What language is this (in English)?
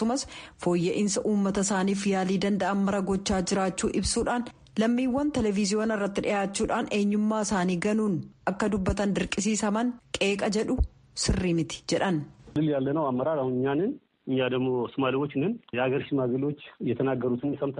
Oromo